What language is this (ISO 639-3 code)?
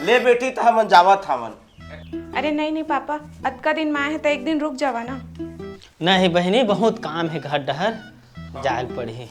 hne